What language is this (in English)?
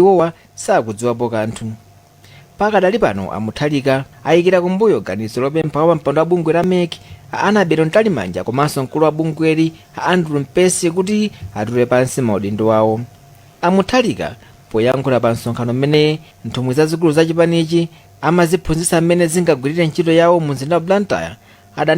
Nyanja